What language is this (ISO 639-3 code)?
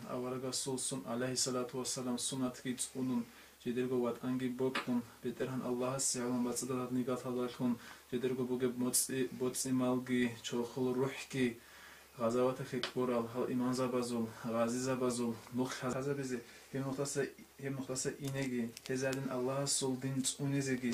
ava